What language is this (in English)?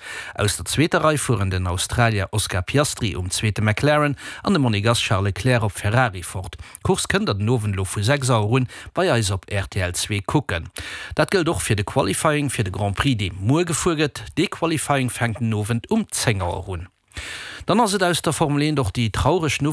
Luxembourgish